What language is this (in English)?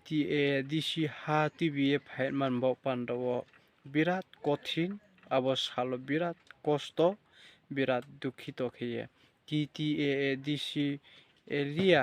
Riang (India)